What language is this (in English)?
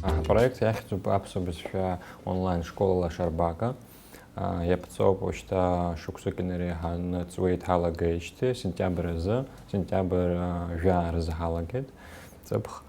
Abkhazian